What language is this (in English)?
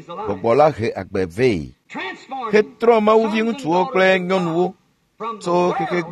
Ewe